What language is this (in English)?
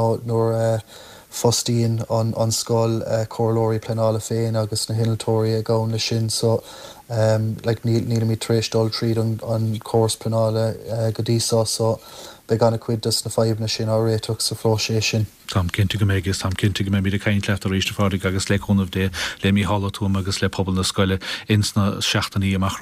Irish